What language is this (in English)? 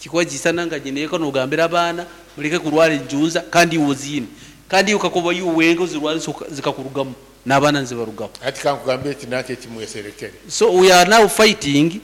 Nyankole